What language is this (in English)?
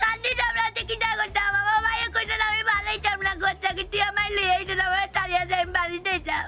Sylheti